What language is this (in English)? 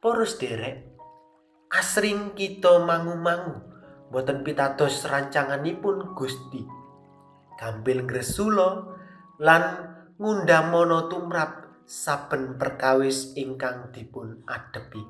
Javanese